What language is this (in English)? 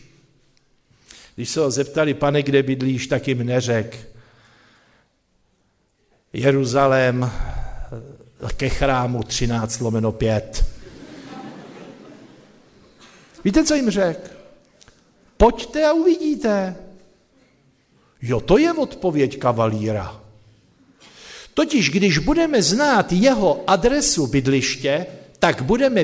Czech